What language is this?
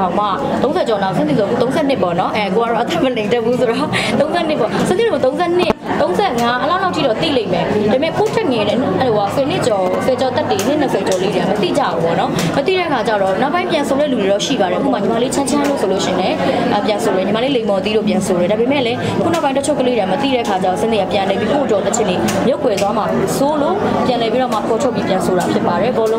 Burmese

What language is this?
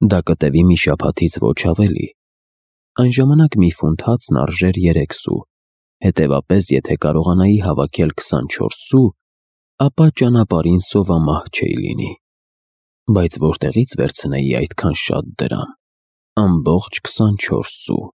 Armenian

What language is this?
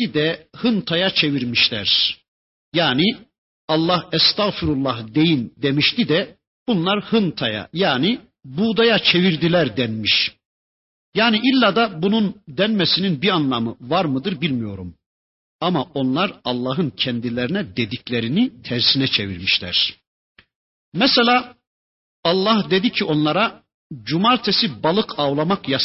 Turkish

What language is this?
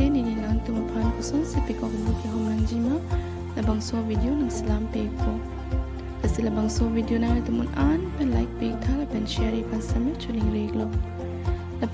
Karbi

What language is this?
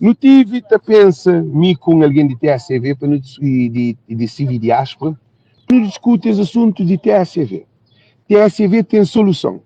Kabuverdianu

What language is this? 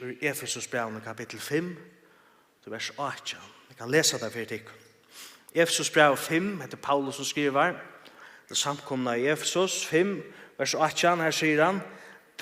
Faroese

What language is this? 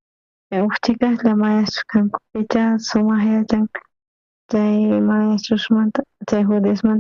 South Bolivian Quechua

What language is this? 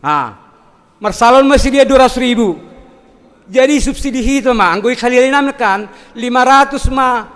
Batak Simalungun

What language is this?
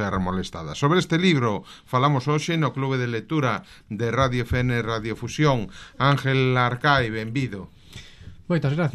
Galician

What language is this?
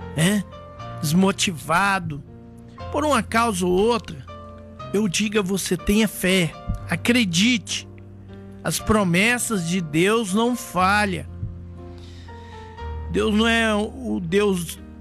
Portuguese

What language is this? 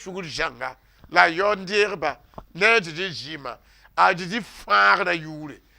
Mossi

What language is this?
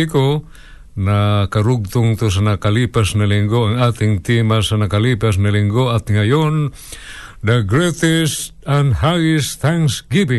Filipino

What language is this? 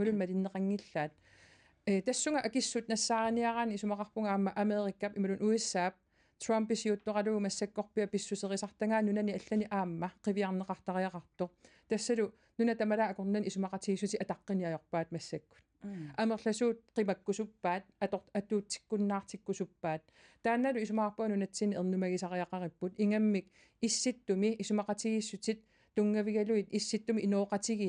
Kalaallisut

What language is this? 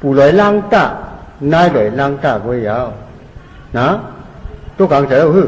Shan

